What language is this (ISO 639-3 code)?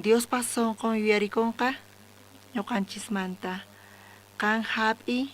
quh